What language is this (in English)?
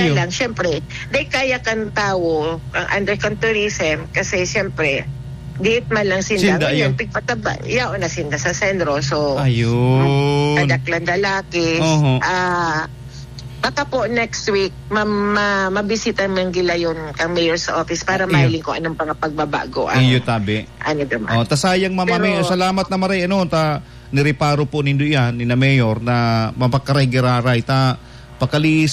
Bikol